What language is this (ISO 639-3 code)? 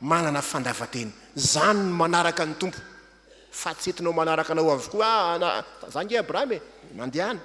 mlg